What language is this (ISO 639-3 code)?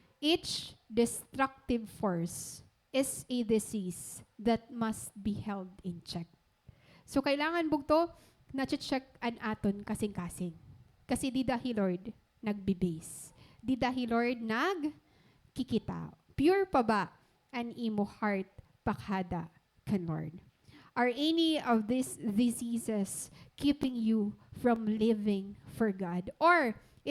war